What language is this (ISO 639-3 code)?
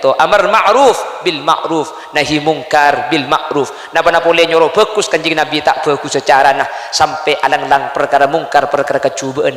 mad